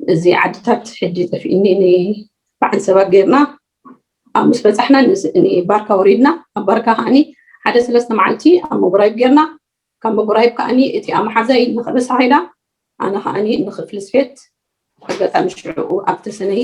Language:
Tigrinya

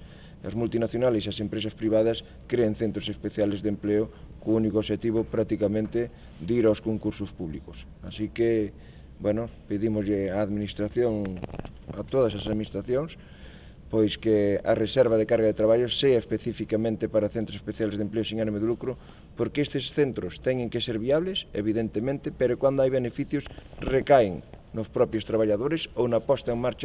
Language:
Galician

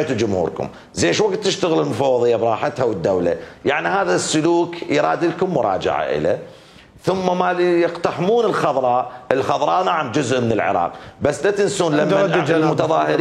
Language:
Mesopotamian Arabic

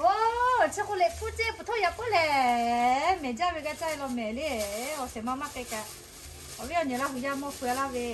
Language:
Lahu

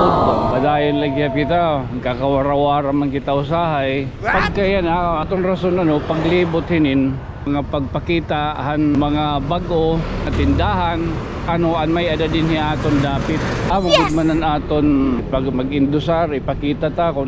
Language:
Waray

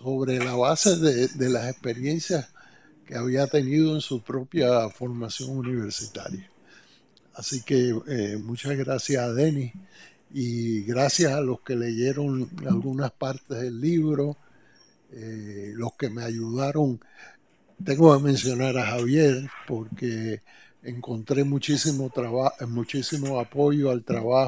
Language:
Spanish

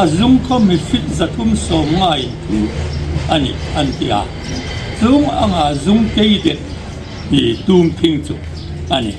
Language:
Hmar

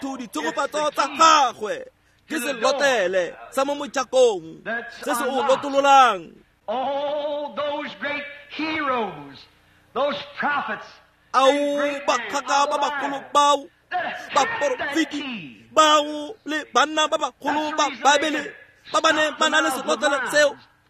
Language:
Tswana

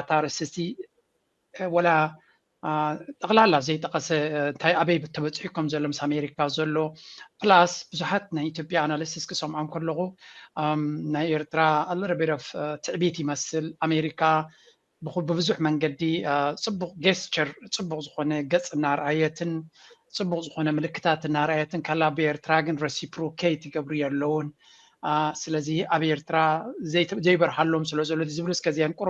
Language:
Tigrinya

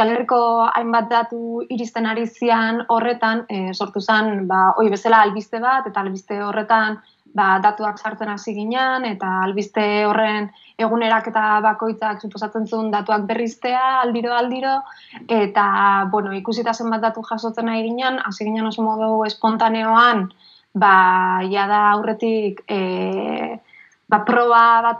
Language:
Basque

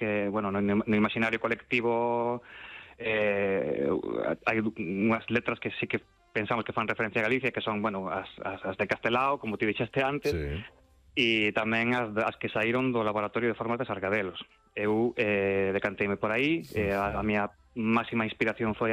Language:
Galician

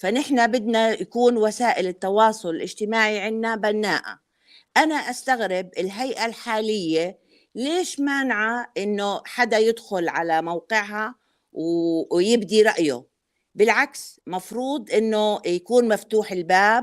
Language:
North Levantine Arabic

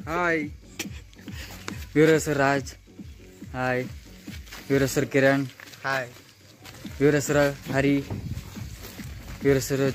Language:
Kannada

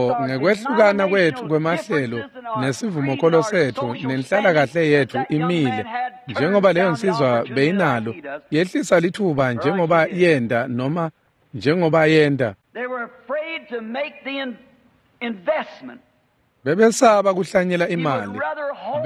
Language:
Swati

